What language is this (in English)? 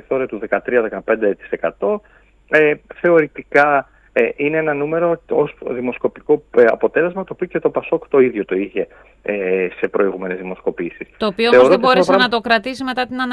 Greek